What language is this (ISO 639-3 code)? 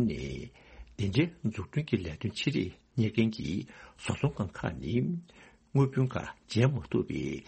bod